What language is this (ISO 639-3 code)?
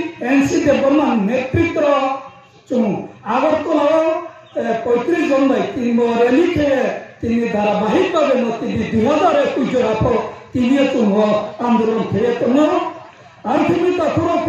ria